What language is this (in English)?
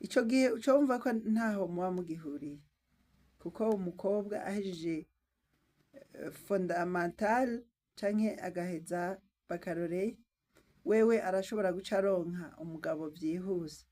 Rundi